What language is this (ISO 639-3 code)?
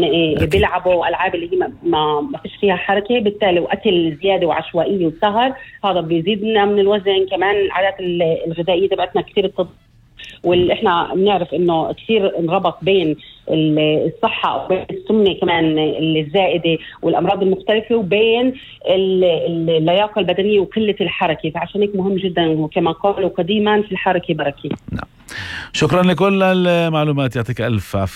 apc